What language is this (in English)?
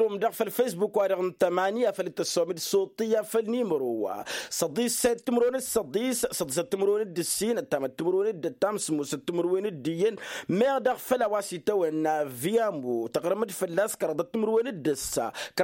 Tamasheq